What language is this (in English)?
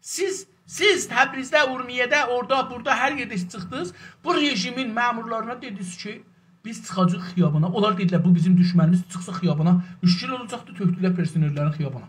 South Azerbaijani